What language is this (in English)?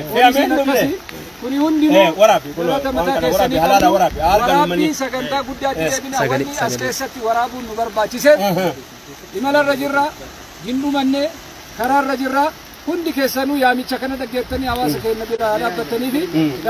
Oromo